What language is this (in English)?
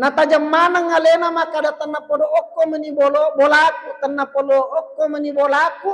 Buginese